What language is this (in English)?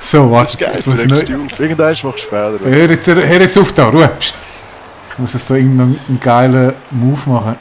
Swiss German